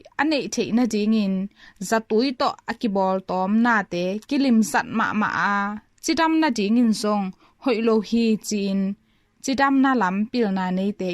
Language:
Tedim Chin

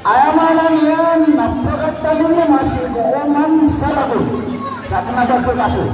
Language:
Maranao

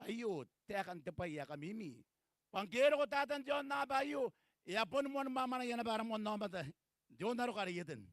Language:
Gilbertese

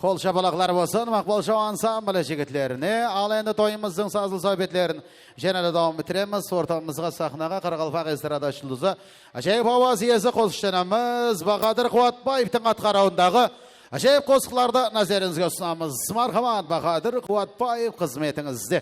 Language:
Kara-Kalpak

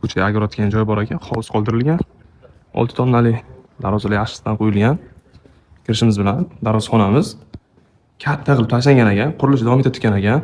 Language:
Uzbek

